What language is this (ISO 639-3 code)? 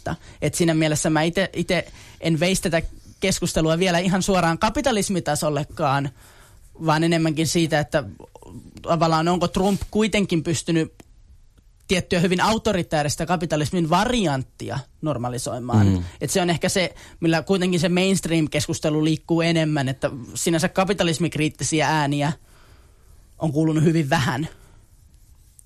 fin